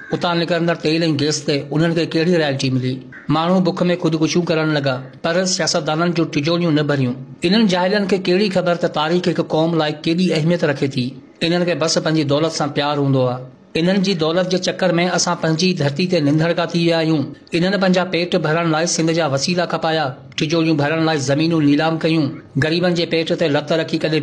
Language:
Sindhi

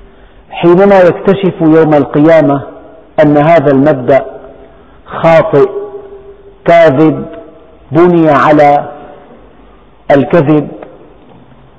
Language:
Arabic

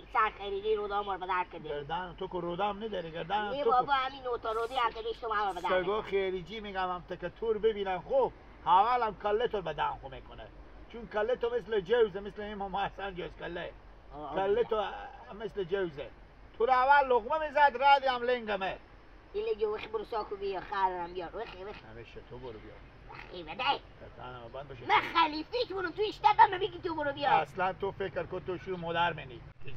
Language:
Hazaragi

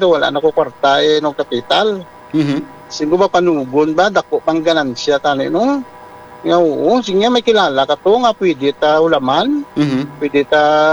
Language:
Hiligaynon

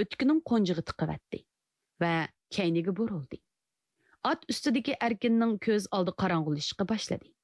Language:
Uyghur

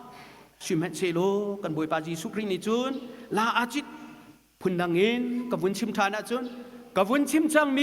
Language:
Hakha Chin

